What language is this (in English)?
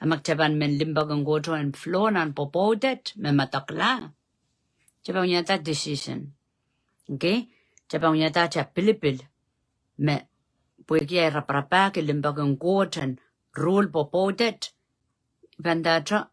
Pohnpeian